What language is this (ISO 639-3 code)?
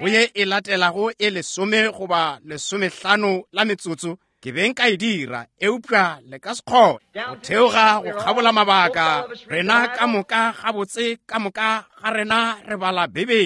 nso